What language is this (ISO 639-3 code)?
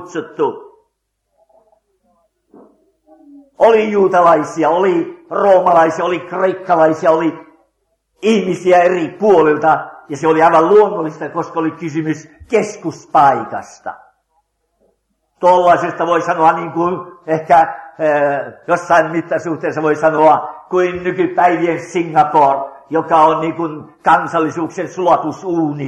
fin